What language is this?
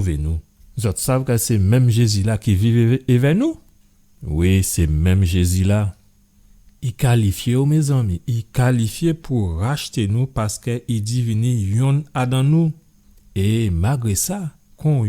Guadeloupean Creole French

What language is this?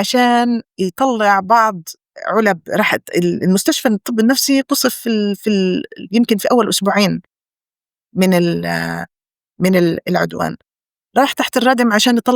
North Levantine Arabic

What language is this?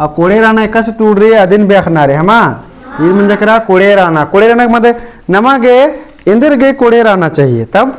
Kurukh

